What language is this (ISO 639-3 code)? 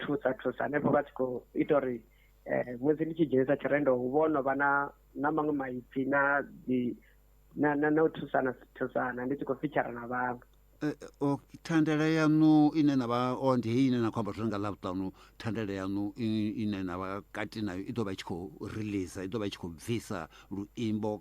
ven